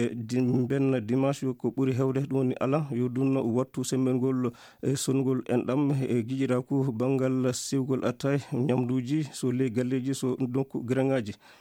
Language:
Fula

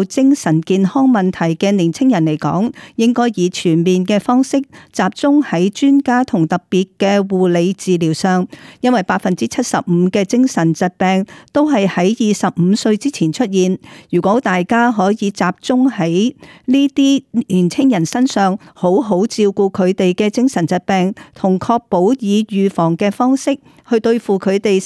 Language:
Cantonese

